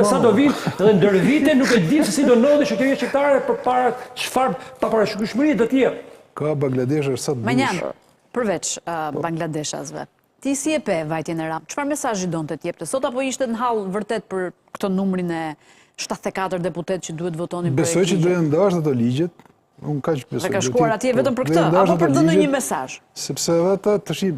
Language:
Albanian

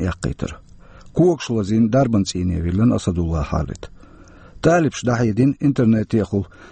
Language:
Chechen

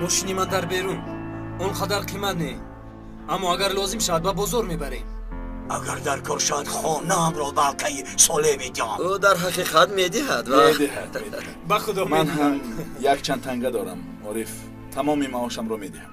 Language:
Tajik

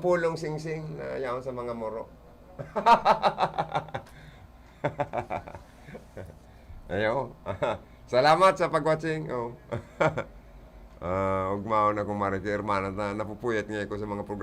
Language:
Bikol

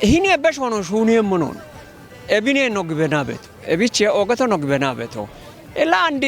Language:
Kafa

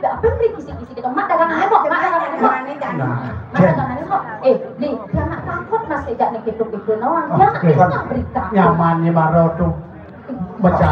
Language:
Balinese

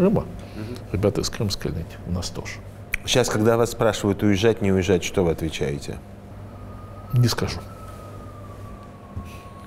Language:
Russian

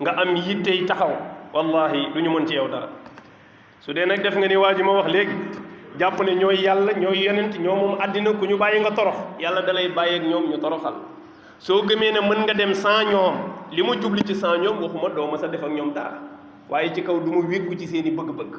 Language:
Wolof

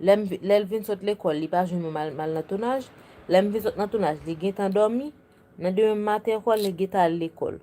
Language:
Haitian Creole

